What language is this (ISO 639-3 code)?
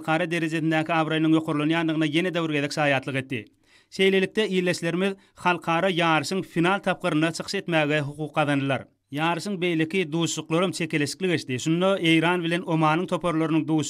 tuk